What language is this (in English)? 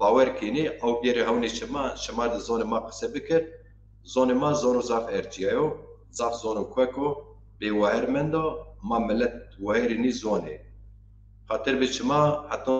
Zaza